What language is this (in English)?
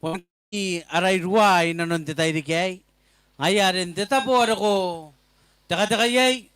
Gilbertese